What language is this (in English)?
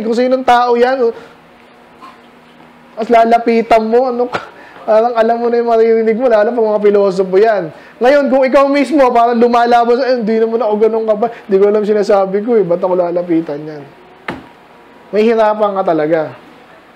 Filipino